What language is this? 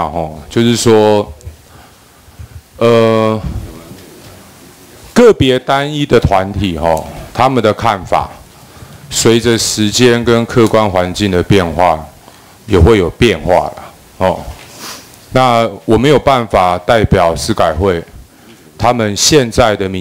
Chinese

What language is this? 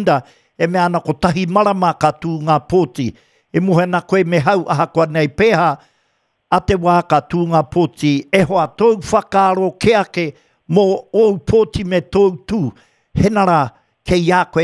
Māori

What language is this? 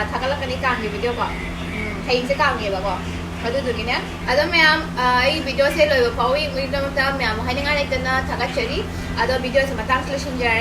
Manipuri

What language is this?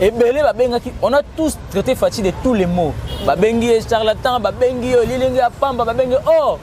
Lingala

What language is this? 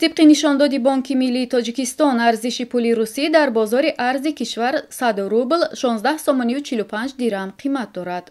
Tajik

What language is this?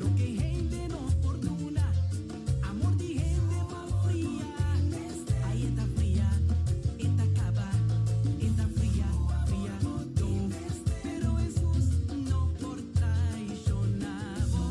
Papiamento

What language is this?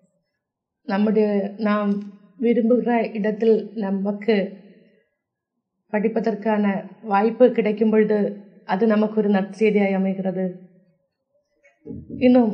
Tamil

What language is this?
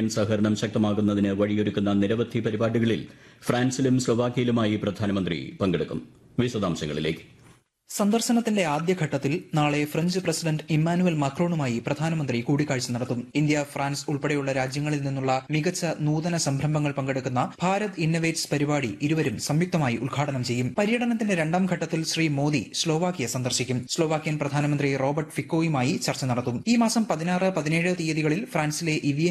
Malayalam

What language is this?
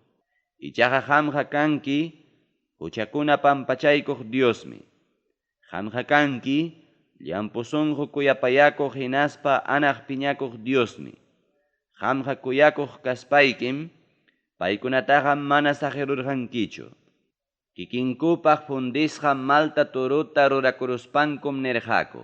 Ayacucho Quechua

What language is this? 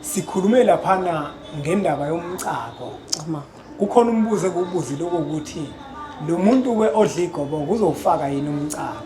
Zulu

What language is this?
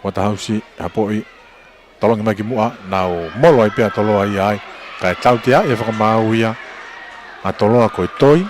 Tongan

